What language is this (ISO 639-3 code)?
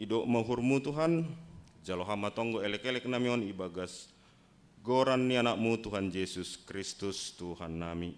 bts